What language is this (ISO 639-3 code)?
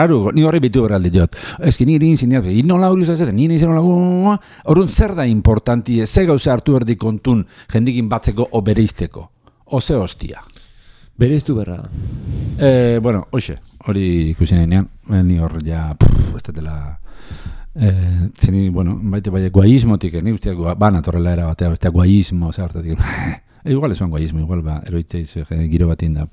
eus